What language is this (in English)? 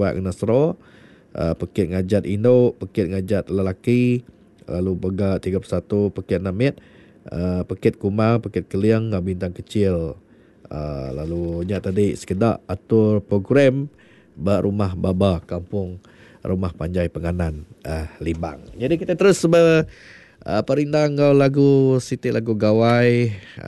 Iban